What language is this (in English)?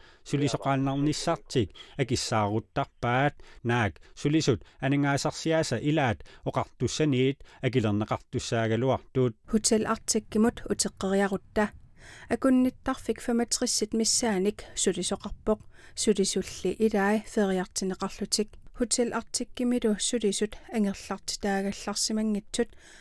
Kalaallisut